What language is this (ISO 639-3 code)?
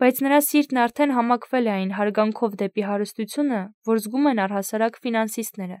hye